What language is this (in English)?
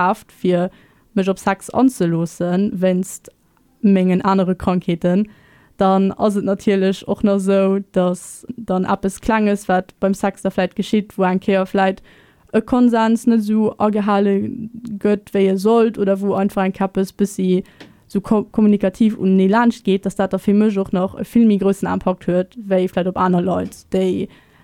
Luxembourgish